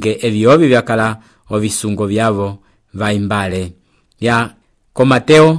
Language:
Umbundu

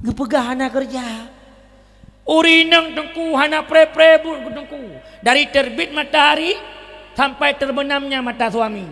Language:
Achinese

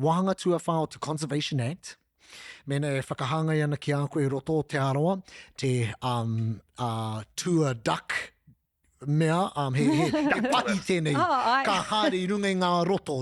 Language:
Māori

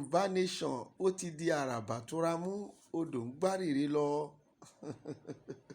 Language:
Yoruba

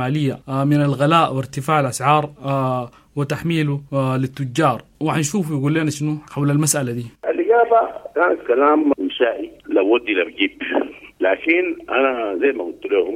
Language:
Sudanese Arabic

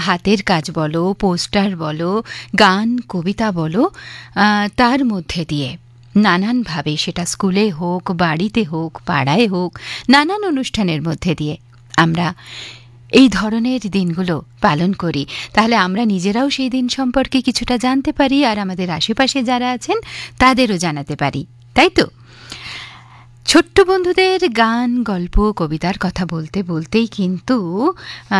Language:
Bangla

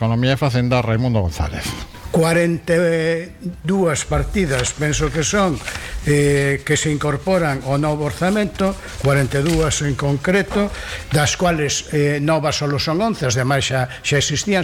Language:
Galician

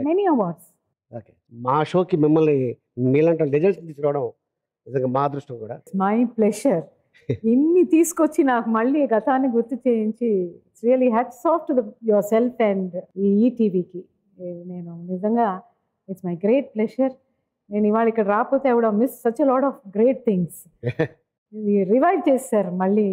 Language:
Telugu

